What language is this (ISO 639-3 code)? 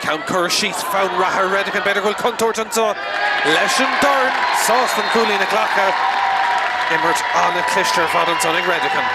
gle